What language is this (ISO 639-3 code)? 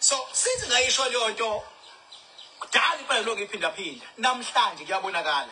zul